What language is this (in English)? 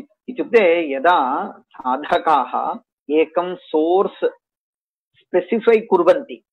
Sanskrit